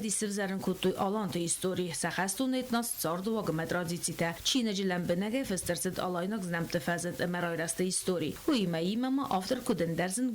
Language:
Ossetic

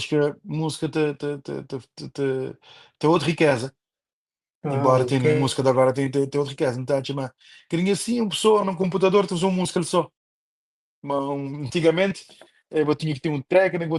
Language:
Kabuverdianu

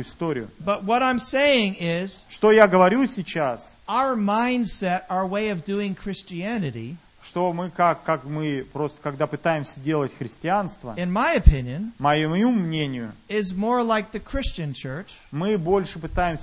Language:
Russian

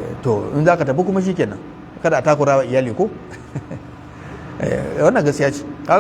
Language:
Hausa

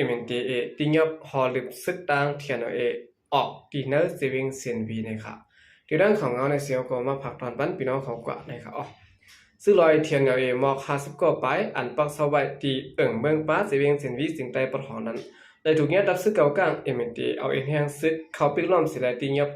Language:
Shan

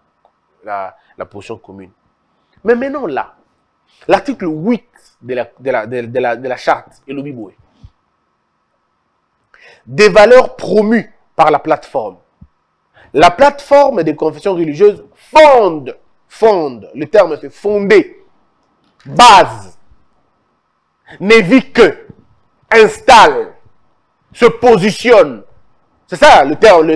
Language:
French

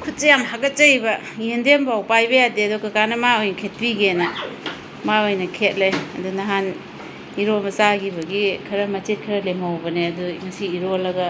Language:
Manipuri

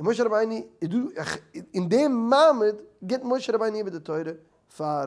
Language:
Yiddish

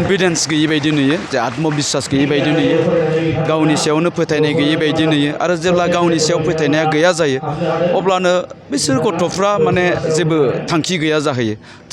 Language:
Bodo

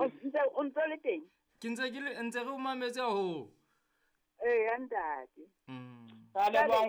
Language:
Southern Sotho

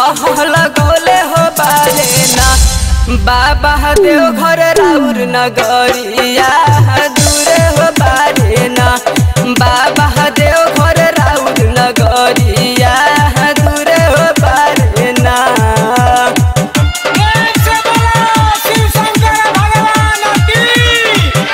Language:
Bhojpuri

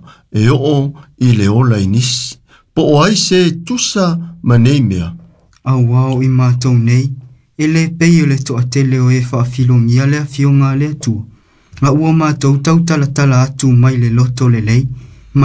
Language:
Samoan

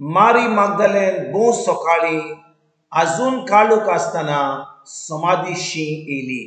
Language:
Konkani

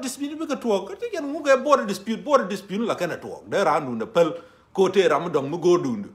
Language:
Nuer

